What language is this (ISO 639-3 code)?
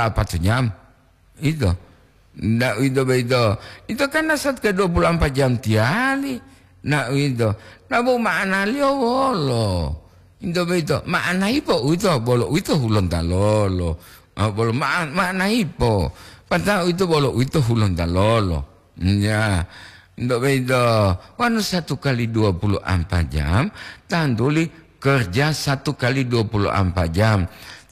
gor